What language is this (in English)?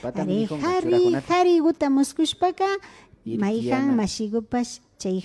Imbabura Highland Quichua